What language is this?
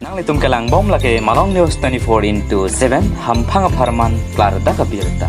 Karbi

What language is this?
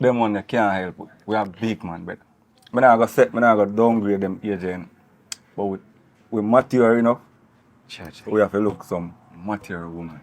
Jamaican Creole English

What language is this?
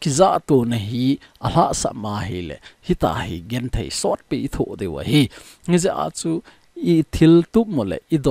Thado Chin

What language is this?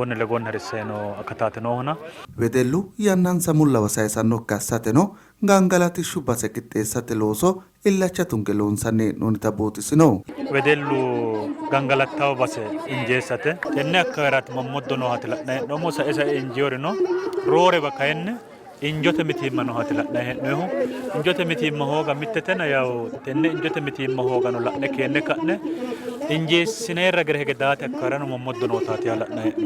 Sidamo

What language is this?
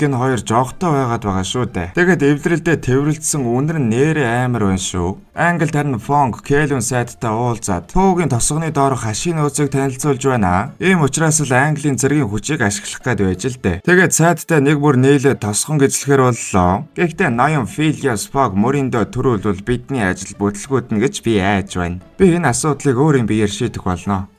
Mongolian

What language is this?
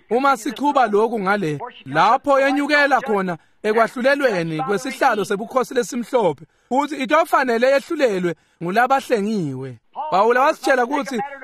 Swati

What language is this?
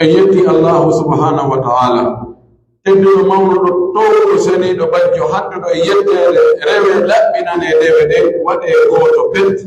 Pular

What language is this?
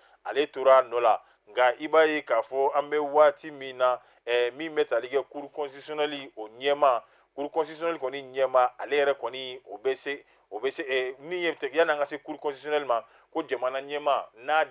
Bambara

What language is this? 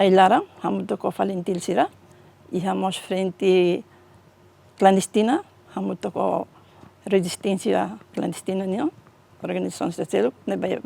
Tetum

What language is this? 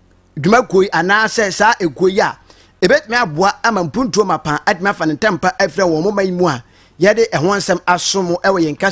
Akan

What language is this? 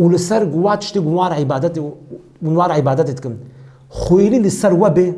Kurdish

